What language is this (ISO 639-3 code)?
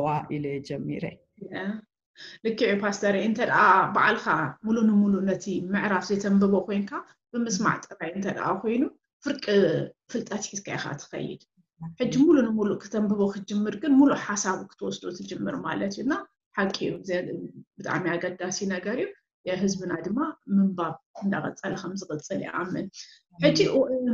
tir